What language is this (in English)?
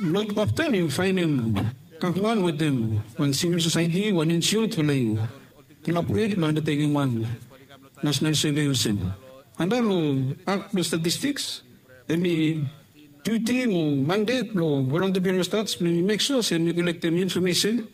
Bislama